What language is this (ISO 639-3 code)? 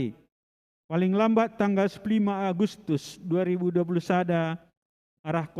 btx